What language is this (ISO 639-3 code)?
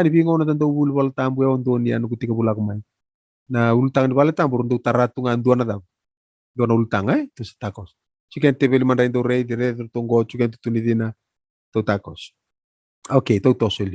fij